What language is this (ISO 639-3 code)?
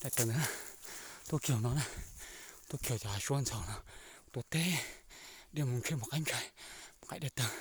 hmn